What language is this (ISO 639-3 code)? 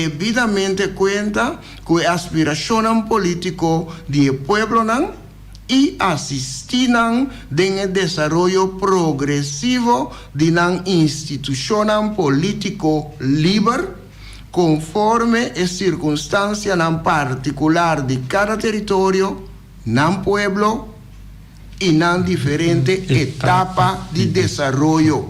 pap